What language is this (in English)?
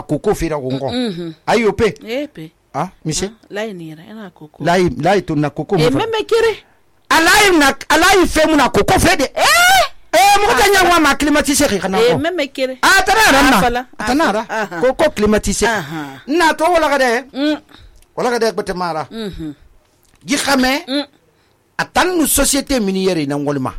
Susu